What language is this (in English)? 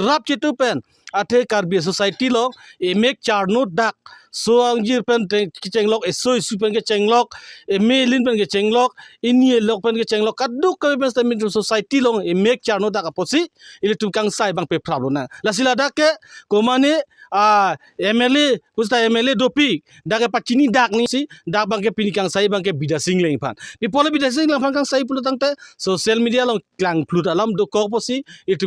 Karbi